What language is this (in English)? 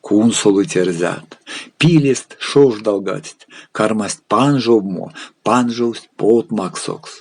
Erzya